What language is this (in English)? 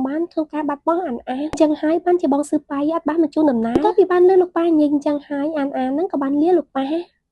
Khmer